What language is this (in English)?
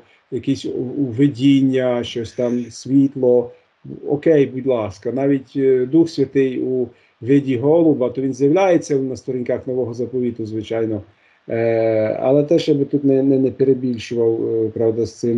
Ukrainian